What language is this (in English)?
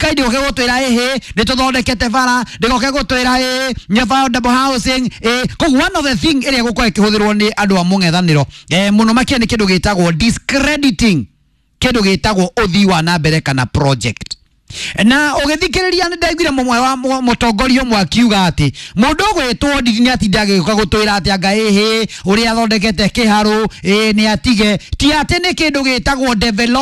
Kikuyu